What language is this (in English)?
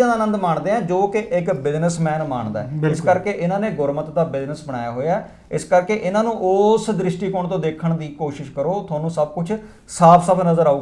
Punjabi